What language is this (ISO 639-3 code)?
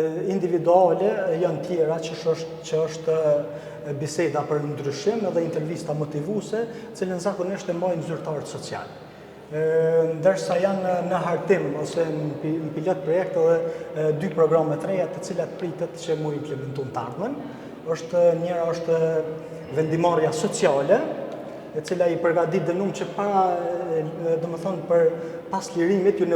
sqi